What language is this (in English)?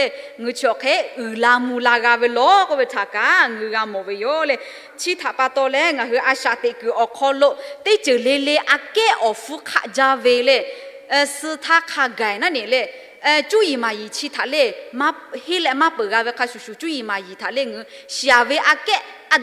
Lahu